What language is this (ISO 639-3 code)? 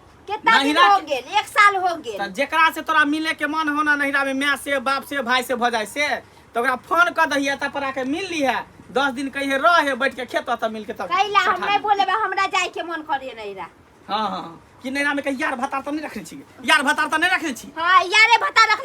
mai